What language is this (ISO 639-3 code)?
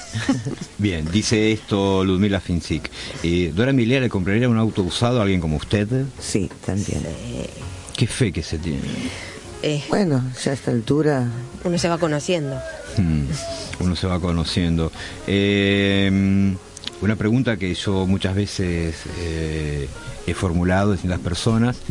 spa